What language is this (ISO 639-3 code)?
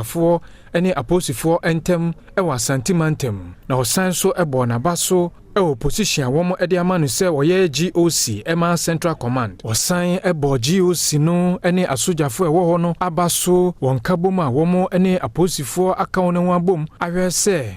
aka